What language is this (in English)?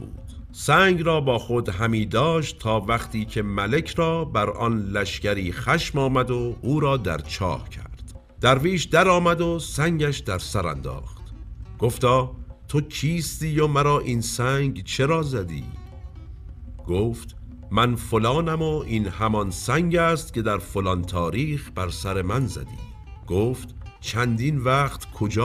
Persian